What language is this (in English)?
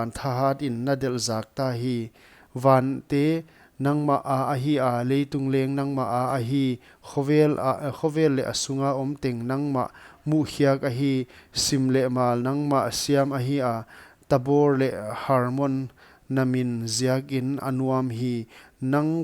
Paite Chin